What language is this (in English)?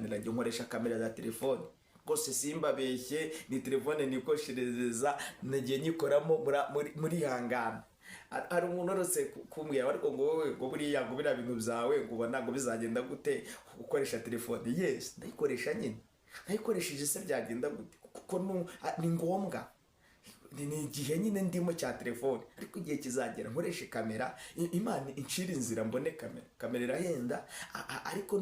Kinyarwanda